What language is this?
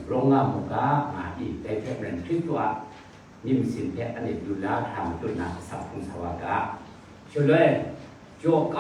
Kachin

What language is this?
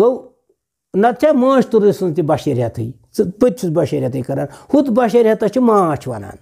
Kashmiri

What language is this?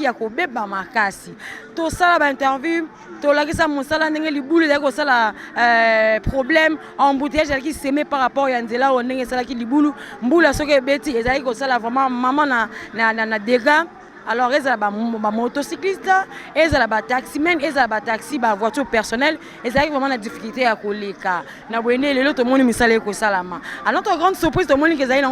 Lingala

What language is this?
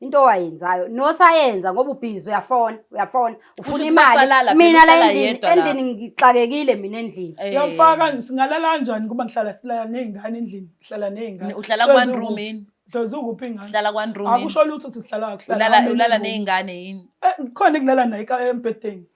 Zulu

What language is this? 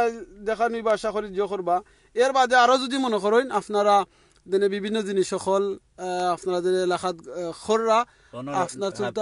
Sylheti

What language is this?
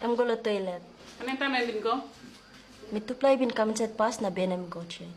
Tok Pisin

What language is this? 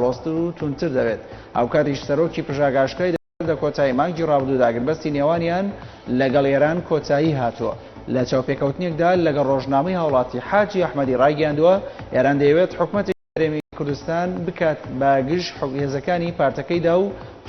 Central Kurdish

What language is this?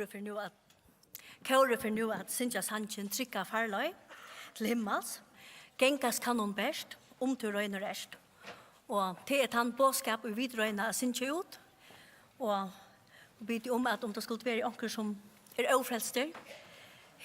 Faroese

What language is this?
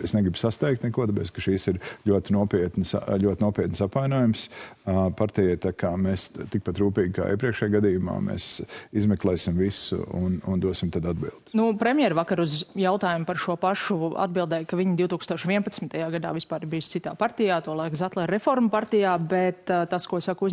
Latvian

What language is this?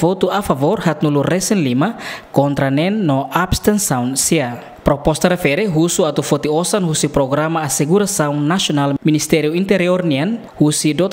Tetum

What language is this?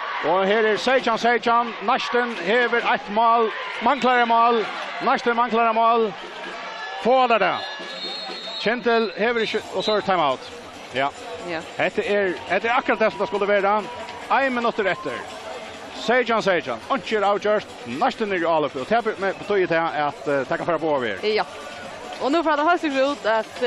Faroese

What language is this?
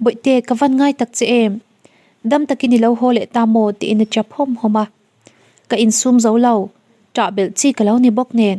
Mizo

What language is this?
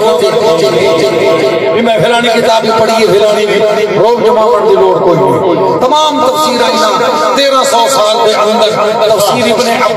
Saraiki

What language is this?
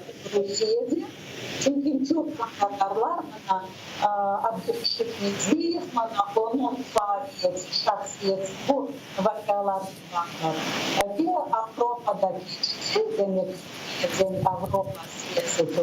Crimean Tatar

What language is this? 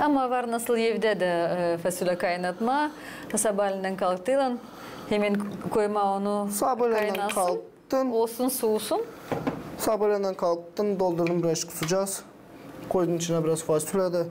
Gagauz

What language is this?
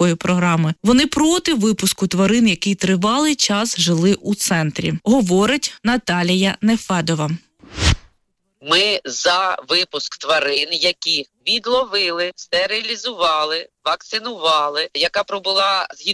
Ukrainian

